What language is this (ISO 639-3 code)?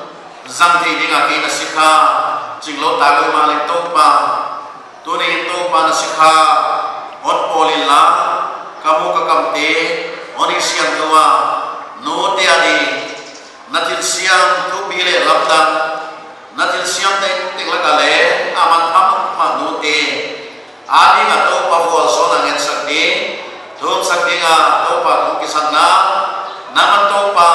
pck